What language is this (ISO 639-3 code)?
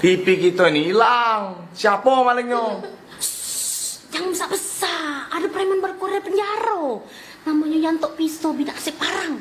mui